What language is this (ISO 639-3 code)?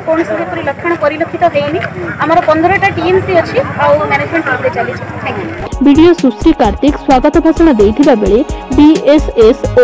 ori